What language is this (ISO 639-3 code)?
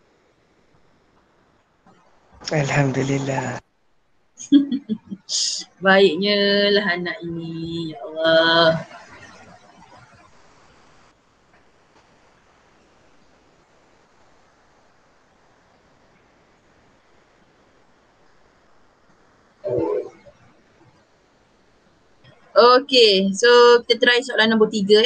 msa